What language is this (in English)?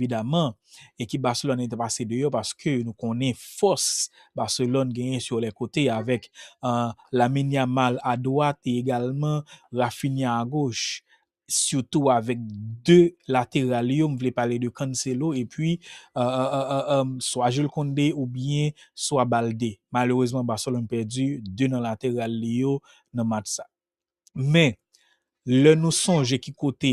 Haitian Creole